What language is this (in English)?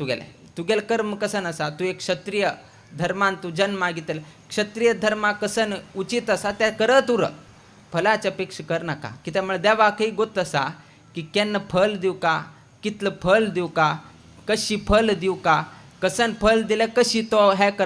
Konkani